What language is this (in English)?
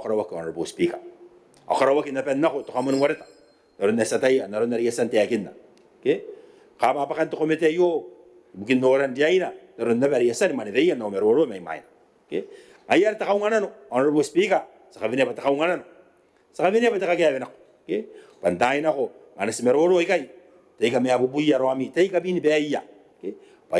Gilbertese